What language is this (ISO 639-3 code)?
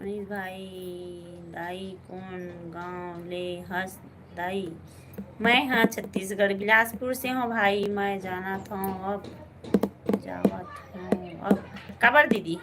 hne